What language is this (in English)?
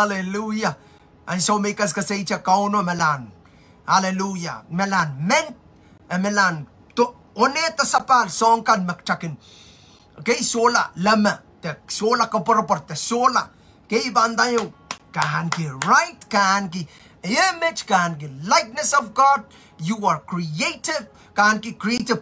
Pohnpeian